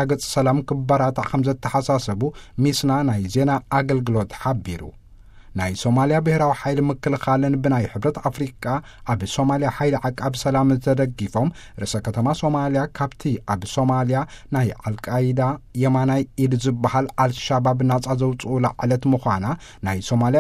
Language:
Tigrinya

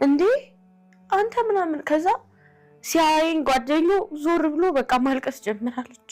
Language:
Amharic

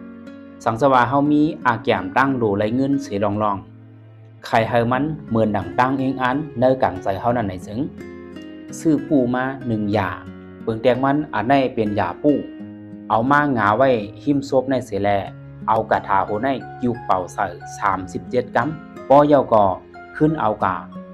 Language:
Shan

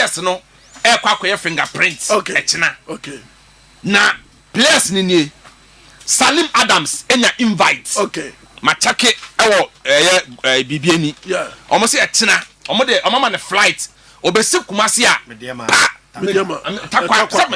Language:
Akan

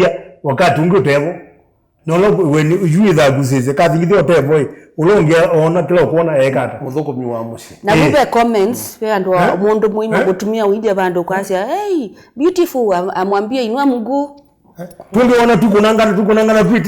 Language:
Kamba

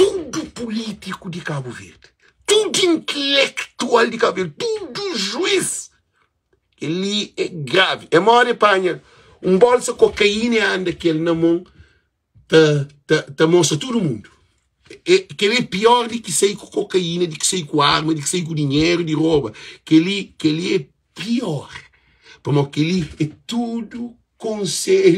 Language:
Kabuverdianu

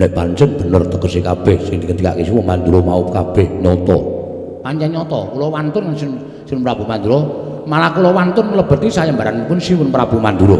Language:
Javanese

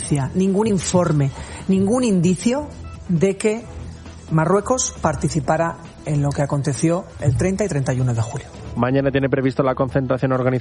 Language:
Spanish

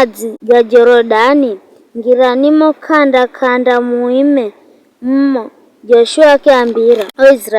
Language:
Giryama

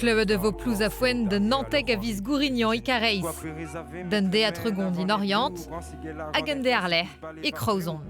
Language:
Breton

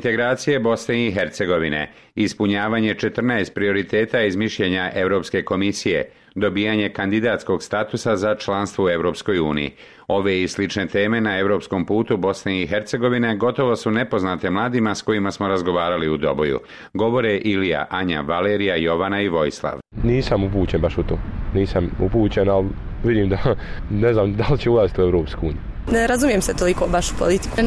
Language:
Bosnian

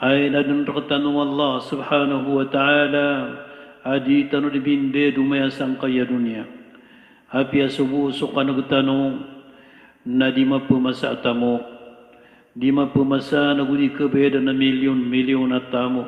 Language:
Maranao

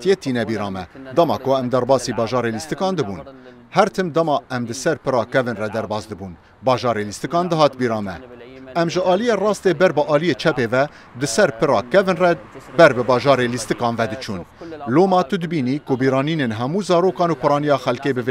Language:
Kurdish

